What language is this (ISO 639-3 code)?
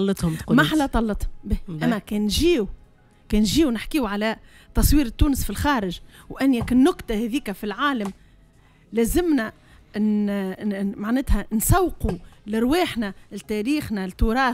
aeb